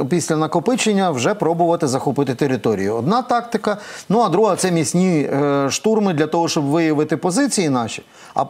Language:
Ukrainian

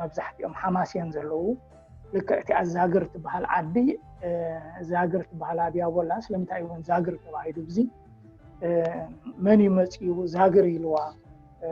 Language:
Tigrinya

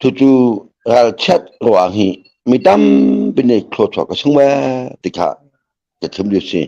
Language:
Hakha Chin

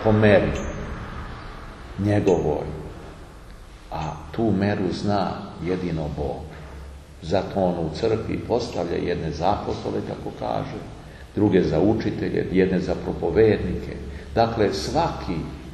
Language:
Serbian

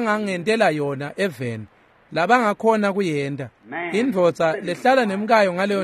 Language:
Swati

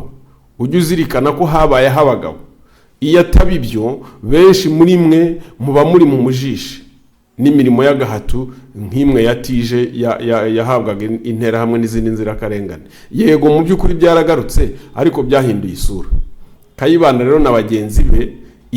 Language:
Kinyarwanda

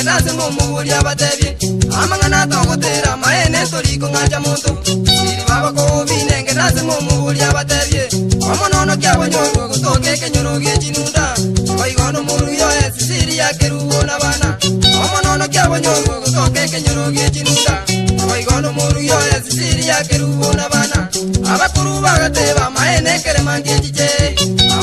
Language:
Gusii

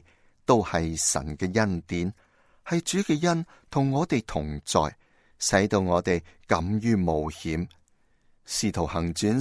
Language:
Cantonese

